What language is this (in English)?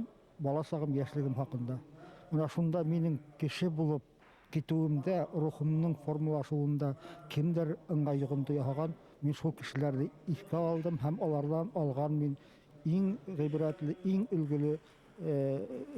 Bashkir